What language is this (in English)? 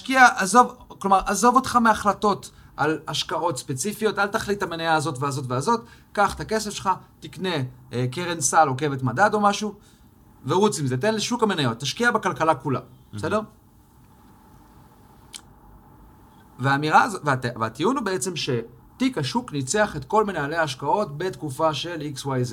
Hebrew